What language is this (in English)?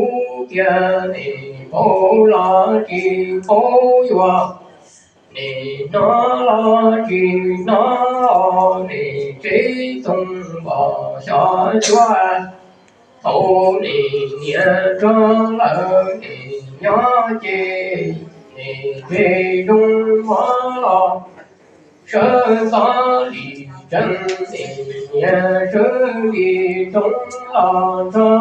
Hmong